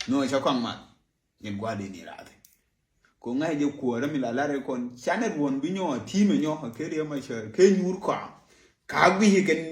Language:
Nuer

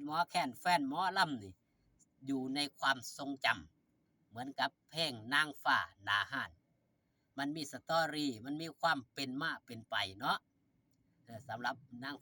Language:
Northeastern Thai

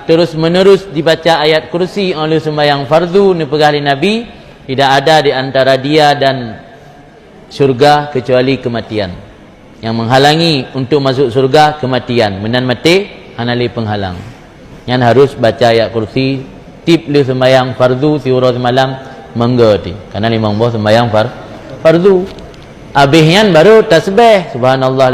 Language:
Achinese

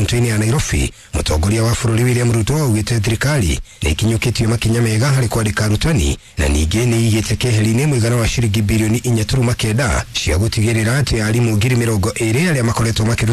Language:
Kikuyu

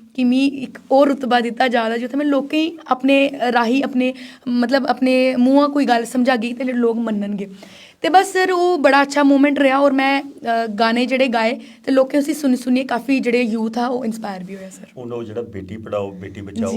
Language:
Dogri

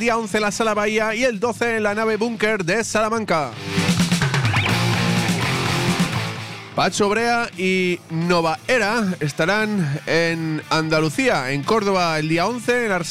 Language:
Spanish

